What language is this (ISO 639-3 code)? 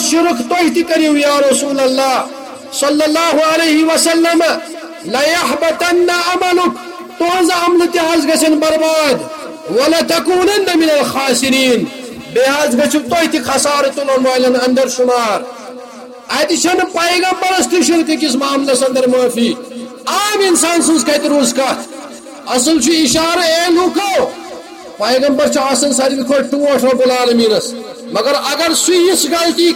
kas